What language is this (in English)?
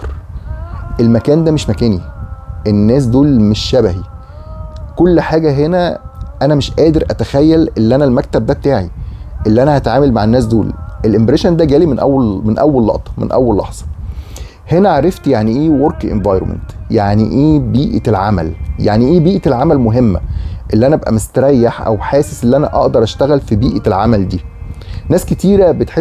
Egyptian Arabic